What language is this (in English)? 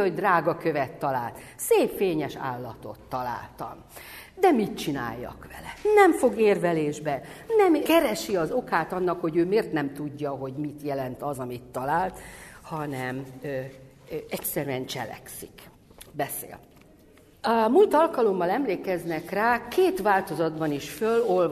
Hungarian